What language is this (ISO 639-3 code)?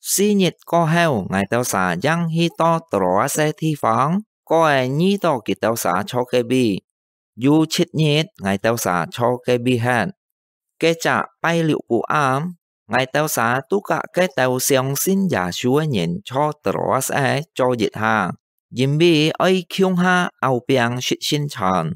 hak